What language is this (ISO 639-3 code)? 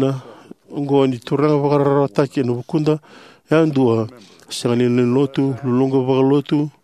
fij